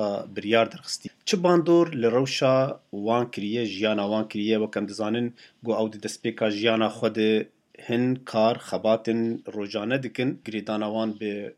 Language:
Kurdish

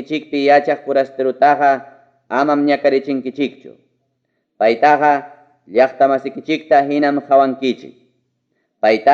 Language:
Ayacucho Quechua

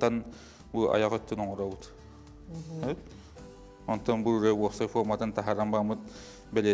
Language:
Yakut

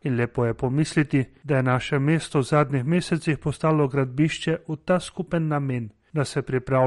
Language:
Slovenian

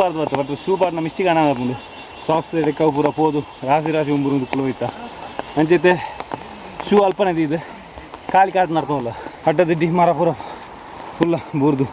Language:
Tulu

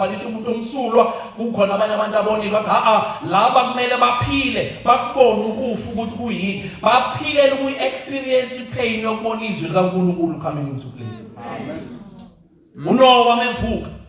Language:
Zulu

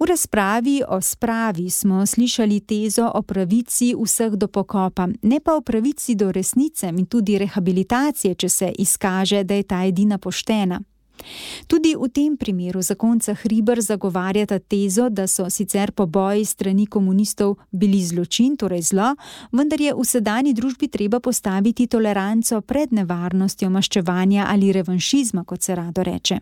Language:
Slovenian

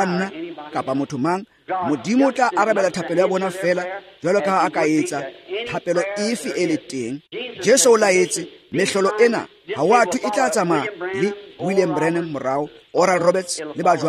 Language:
Tswana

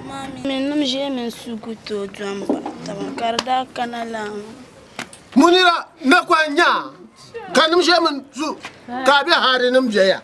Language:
Dagbani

